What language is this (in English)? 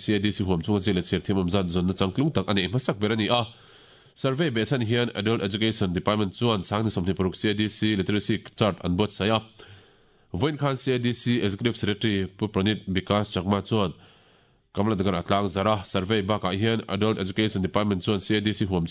Mizo